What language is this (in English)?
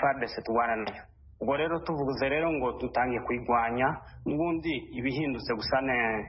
Kinyarwanda